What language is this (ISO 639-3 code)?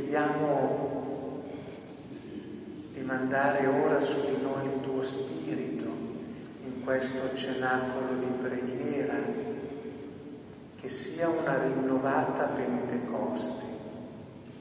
ita